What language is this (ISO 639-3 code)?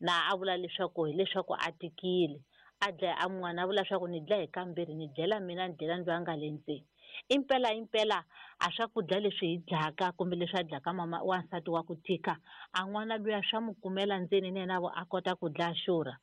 tso